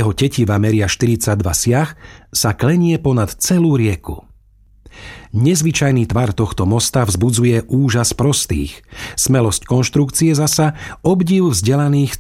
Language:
Slovak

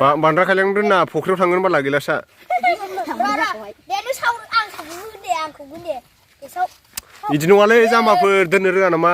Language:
Bodo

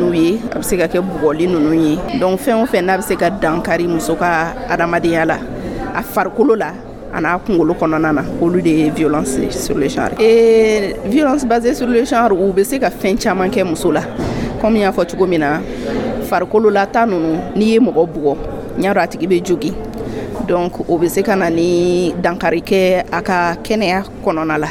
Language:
Dyula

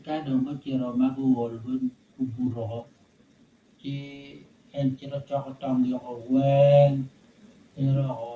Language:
Acoli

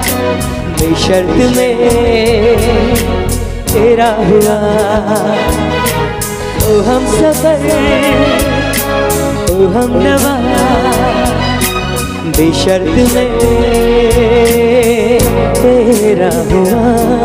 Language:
Hindi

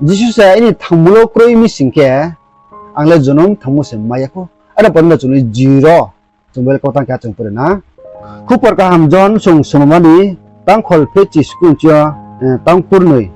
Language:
Riang (India)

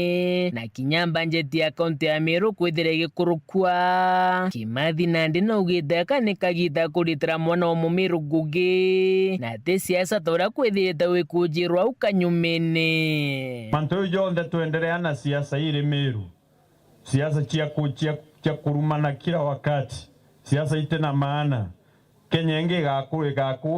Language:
Meru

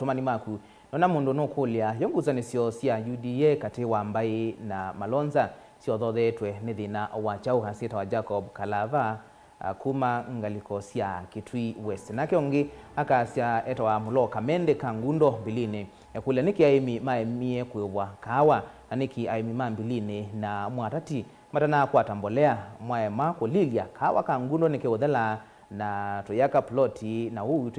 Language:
Kamba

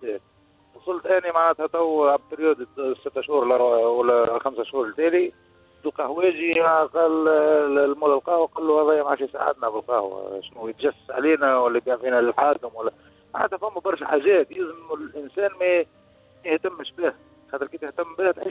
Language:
Tunisian Arabic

